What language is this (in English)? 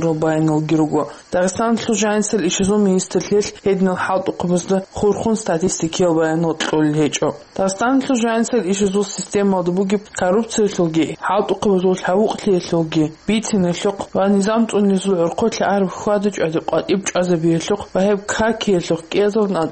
Avaric